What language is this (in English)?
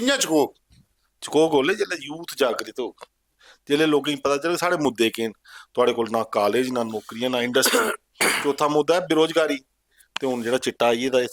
Dogri